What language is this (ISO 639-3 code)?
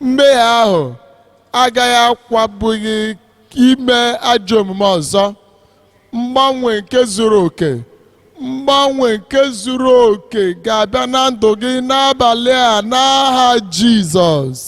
ibo